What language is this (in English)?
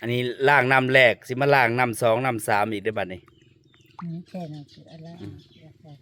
Northeastern Thai